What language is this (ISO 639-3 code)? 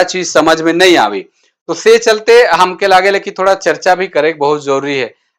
sck